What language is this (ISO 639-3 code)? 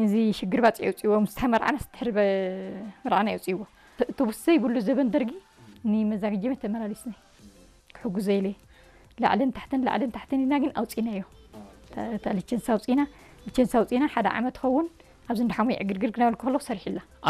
tir